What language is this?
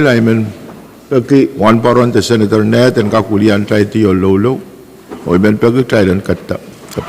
Pohnpeian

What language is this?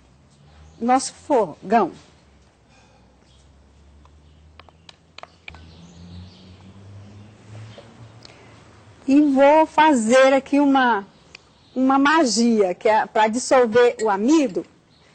Portuguese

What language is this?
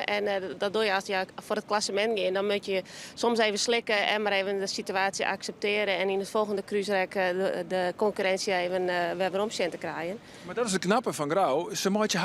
Western Frisian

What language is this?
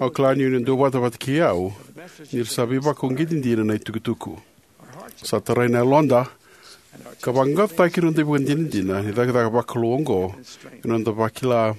Fijian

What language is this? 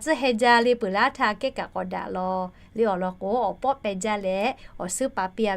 Lahu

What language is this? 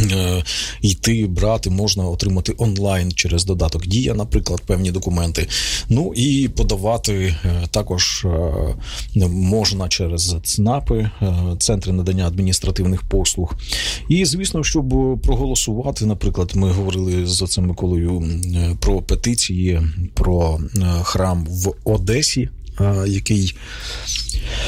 Ukrainian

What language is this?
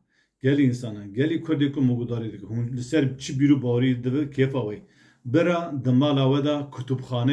Kurdish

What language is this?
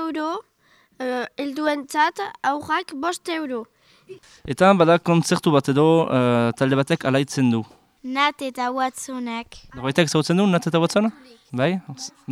Basque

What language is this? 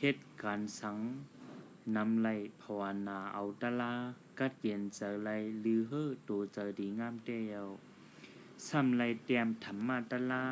Shan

